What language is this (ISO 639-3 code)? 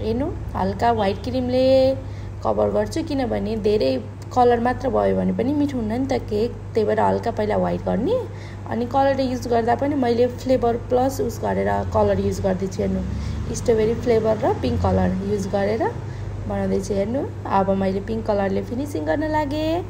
nep